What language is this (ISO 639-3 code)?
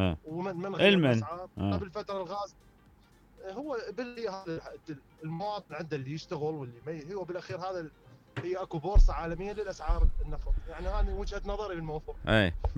acm